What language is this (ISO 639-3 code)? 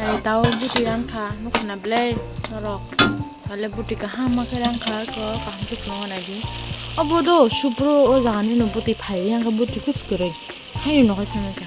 trp